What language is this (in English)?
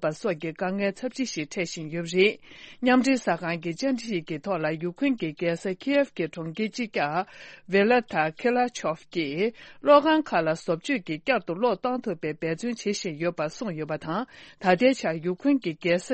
Tibetan